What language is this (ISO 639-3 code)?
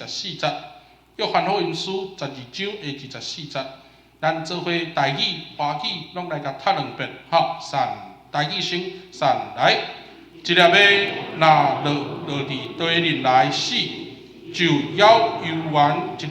nan